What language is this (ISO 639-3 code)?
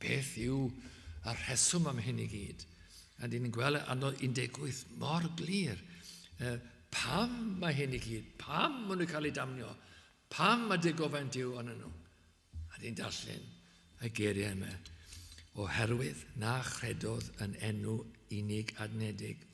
cym